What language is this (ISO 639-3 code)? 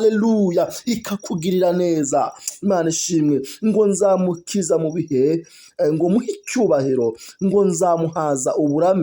kin